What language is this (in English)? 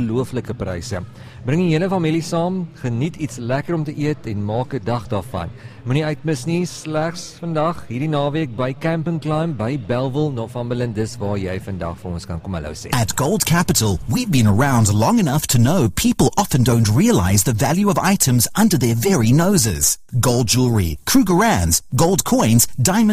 Afrikaans